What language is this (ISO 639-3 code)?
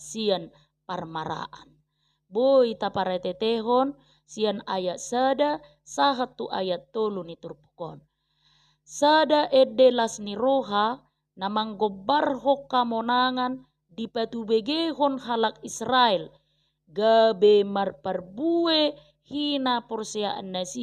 bbc